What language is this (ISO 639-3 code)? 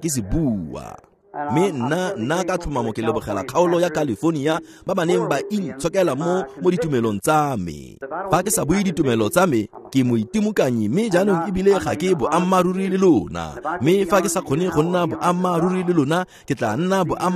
tsn